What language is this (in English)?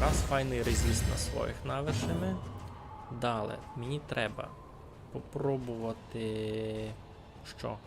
Rusyn